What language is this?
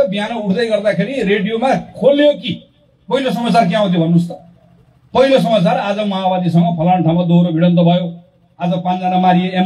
Nepali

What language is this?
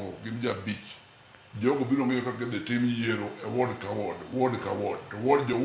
Luo (Kenya and Tanzania)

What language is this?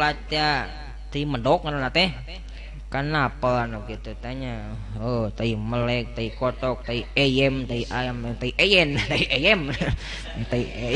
Sundanese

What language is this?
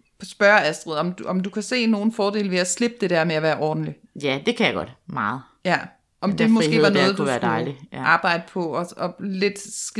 Danish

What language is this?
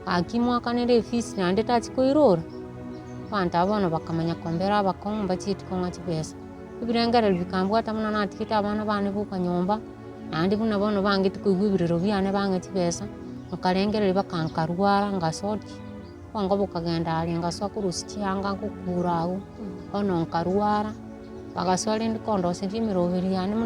Gusii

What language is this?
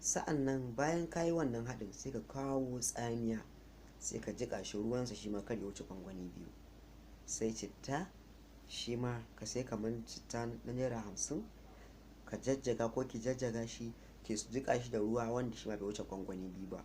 Hausa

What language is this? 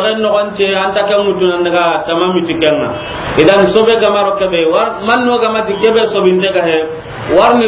Soninke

